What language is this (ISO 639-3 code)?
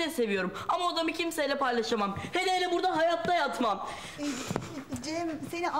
tur